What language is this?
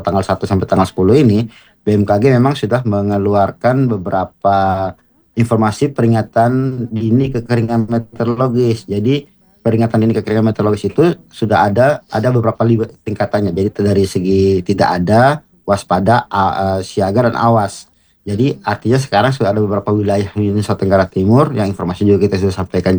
Indonesian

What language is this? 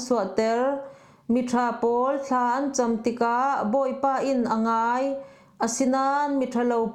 Falam Chin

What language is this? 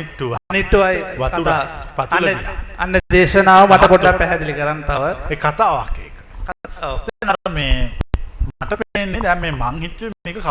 Sinhala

